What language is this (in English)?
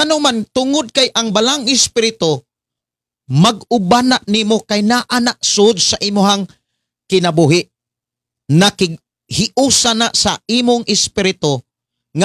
Cebuano